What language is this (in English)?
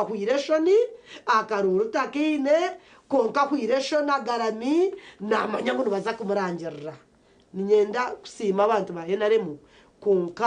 Nyankole